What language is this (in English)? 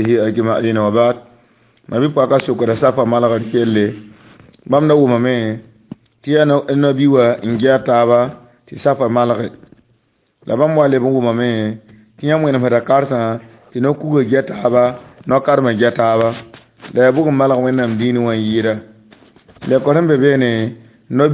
Mossi